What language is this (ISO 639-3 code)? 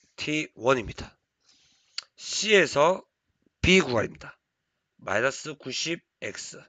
kor